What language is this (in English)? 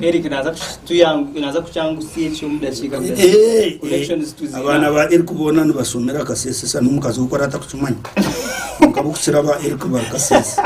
Nyankole